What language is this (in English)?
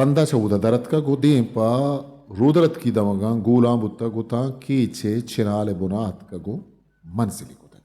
Eastern Balochi